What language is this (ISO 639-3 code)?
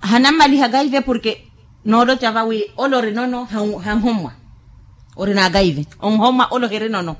vmw